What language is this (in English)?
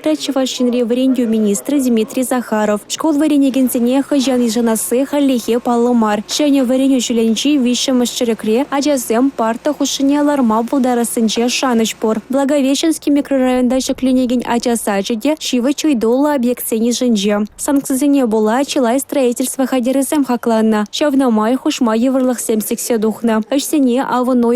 Chuvash